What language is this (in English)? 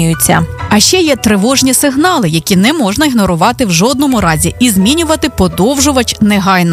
Ukrainian